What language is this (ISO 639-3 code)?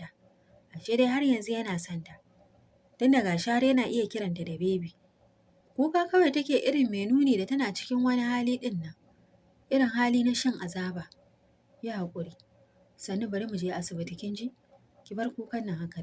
hau